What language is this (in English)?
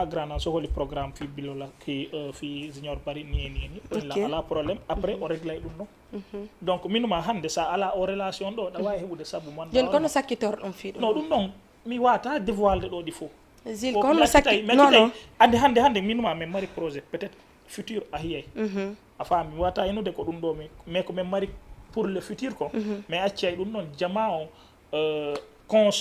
Fula